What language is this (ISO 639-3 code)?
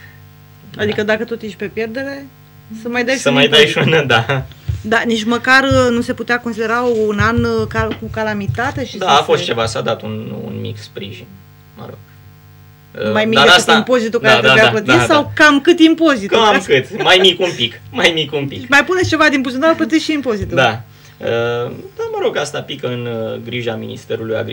ron